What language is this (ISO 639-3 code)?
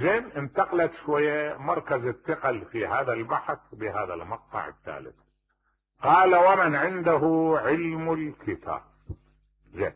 acm